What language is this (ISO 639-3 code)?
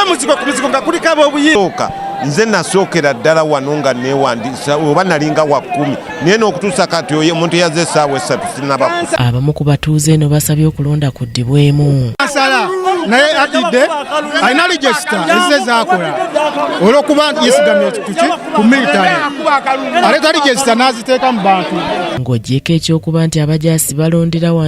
lug